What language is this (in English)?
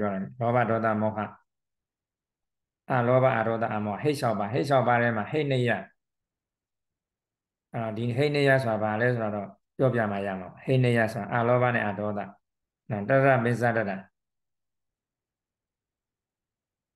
Burmese